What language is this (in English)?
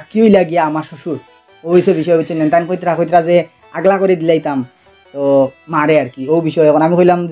Sylheti